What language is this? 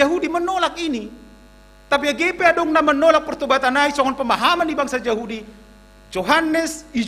Batak Simalungun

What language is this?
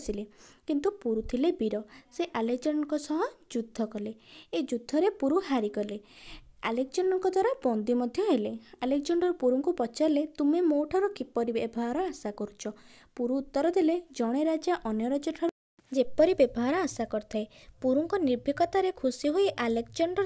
Odia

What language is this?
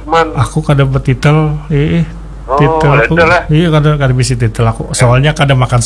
Banjar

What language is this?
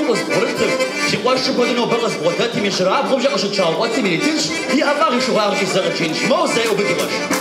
Kabardian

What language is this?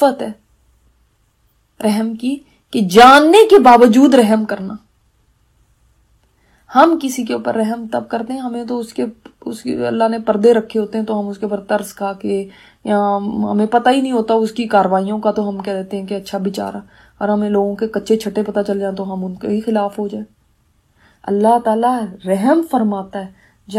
Urdu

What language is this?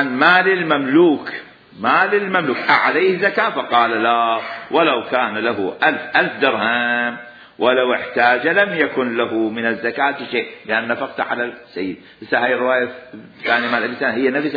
Mesopotamian Arabic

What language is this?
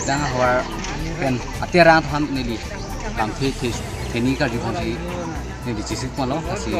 Karbi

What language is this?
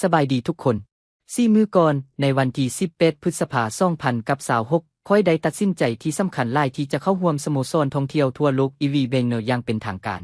Lao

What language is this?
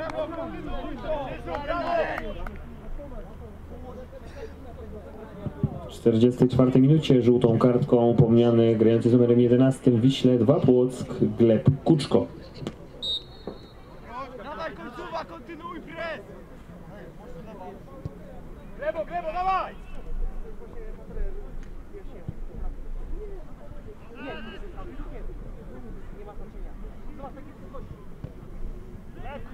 Polish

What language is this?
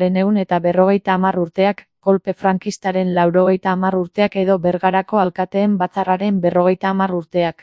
Basque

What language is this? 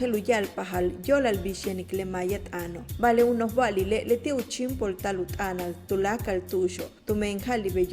Yucateco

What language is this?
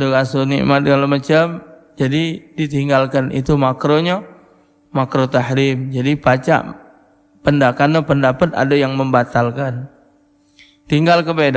Musi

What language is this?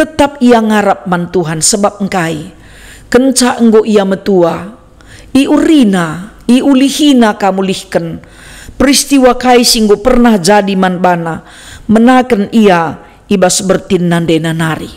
Batak Karo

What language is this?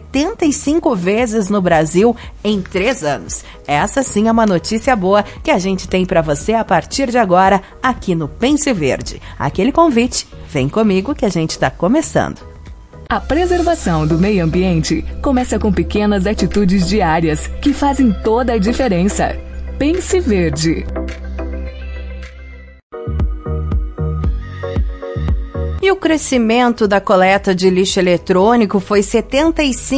Portuguese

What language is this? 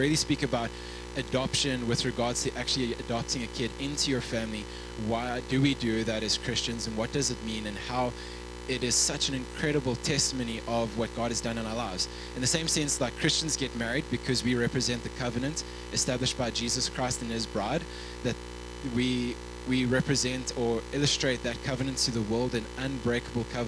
English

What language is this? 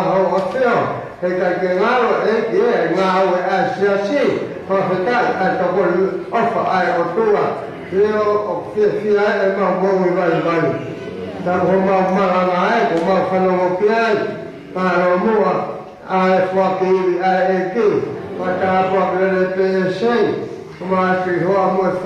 Tongan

